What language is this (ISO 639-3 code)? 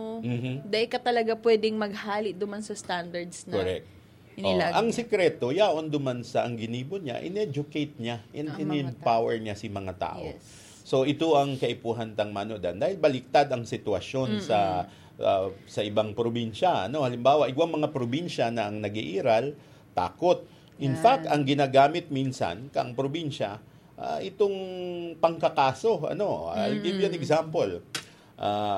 bik